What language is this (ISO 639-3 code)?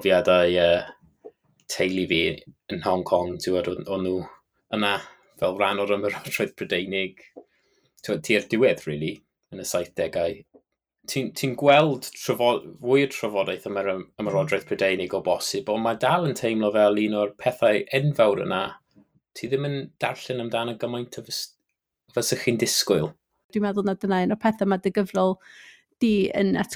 cym